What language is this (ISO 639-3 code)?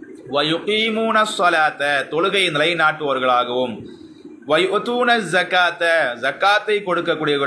tam